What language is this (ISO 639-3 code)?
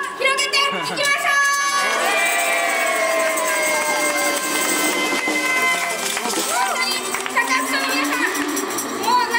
jpn